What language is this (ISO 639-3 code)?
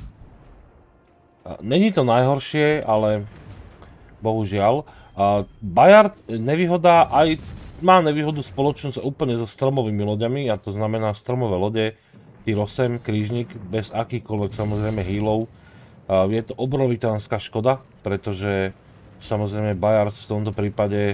slk